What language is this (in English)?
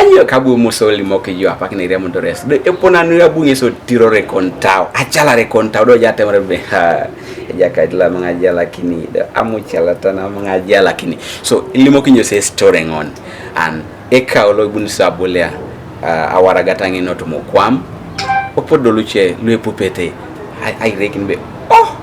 Teso